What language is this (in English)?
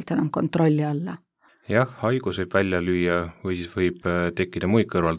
Estonian